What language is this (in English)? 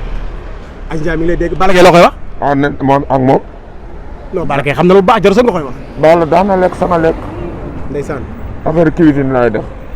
Wolof